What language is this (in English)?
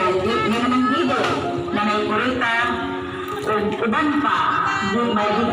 Cebuano